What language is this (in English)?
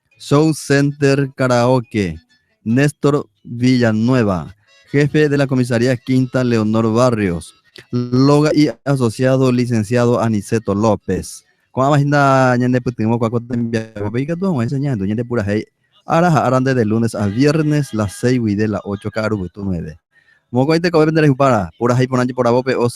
Guarani